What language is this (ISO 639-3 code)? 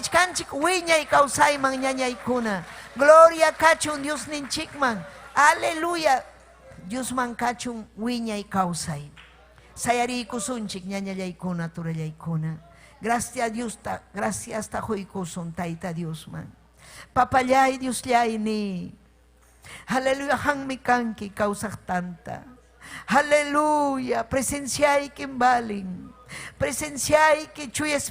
quy